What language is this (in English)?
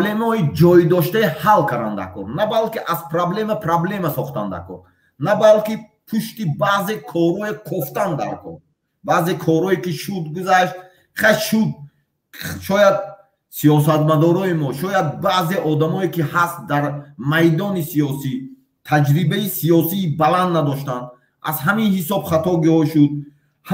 Tajik